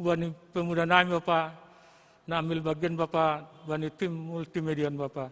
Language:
Batak Simalungun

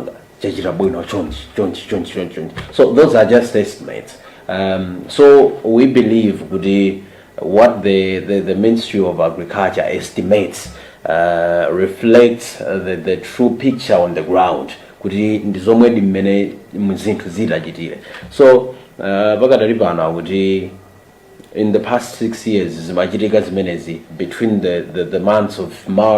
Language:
Nyanja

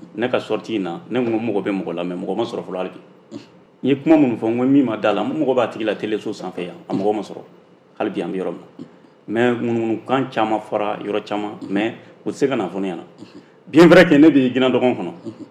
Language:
Bambara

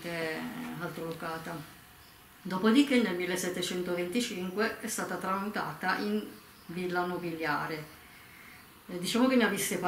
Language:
Italian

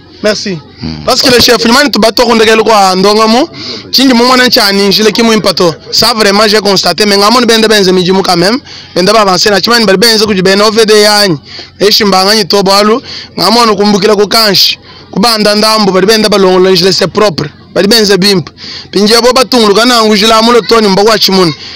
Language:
Luba-Lulua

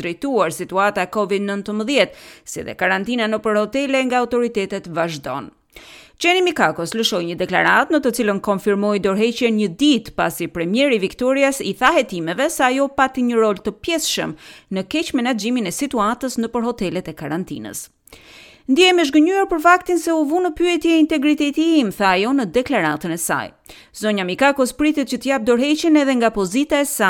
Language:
Albanian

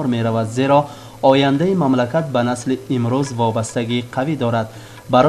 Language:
Tajik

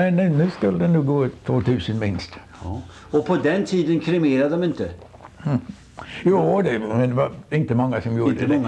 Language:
Swedish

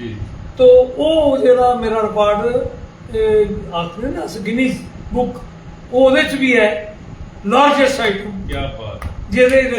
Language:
Dogri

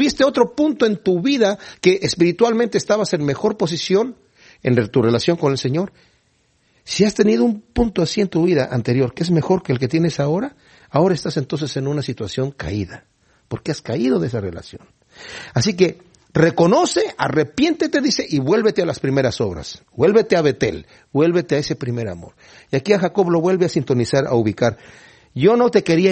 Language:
Spanish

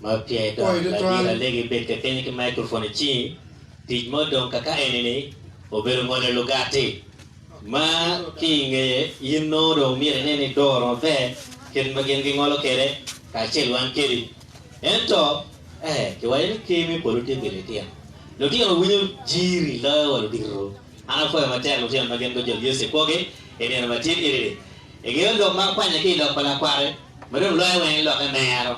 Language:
Acoli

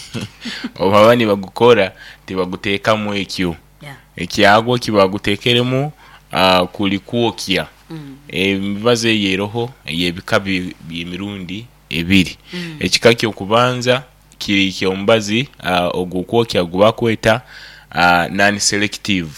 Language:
Nyoro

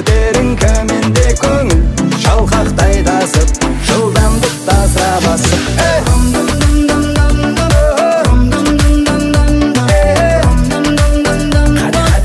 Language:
Kazakh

